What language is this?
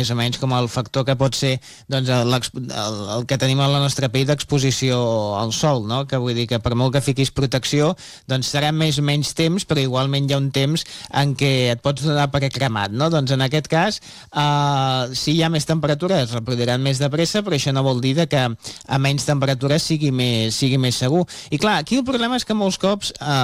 Catalan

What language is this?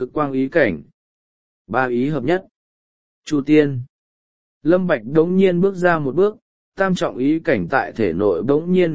Vietnamese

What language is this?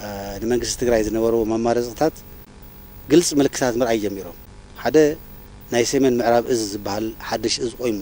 Tigrinya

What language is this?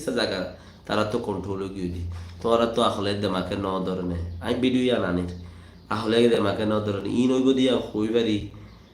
Rohingya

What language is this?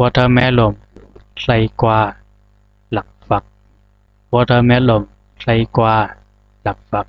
Zhuang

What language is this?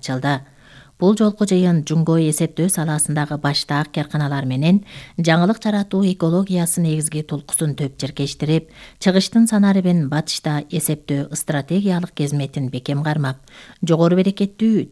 Kyrgyz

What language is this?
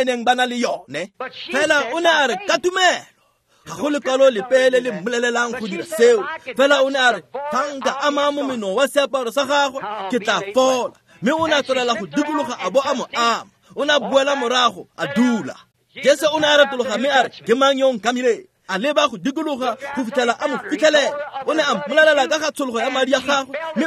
Tswana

